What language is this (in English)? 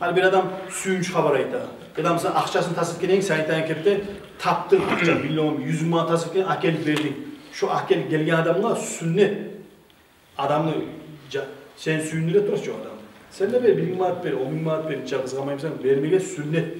Kumyk